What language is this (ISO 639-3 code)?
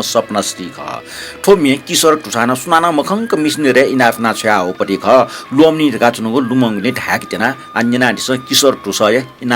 new